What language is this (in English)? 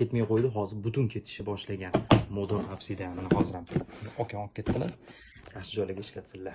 Uzbek